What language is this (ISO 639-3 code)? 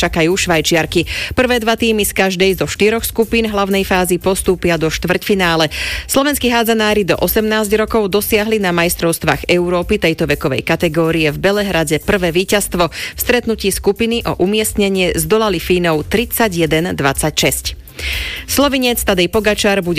slk